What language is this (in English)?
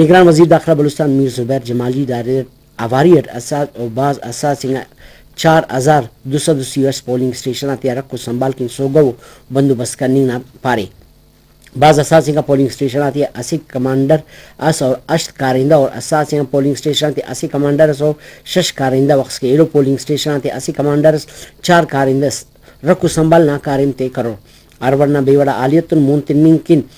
Brahui